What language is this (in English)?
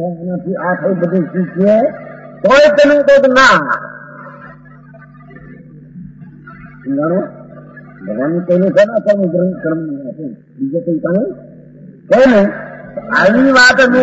Gujarati